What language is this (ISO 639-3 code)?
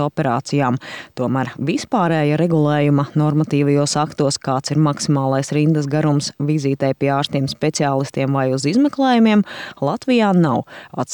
lav